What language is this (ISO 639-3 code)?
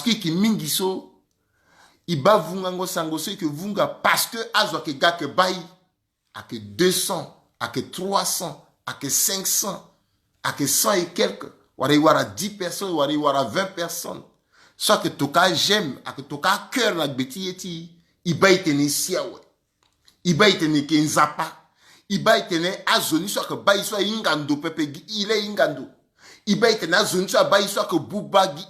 sag